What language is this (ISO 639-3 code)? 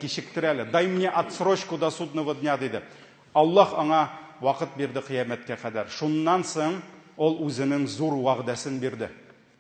tat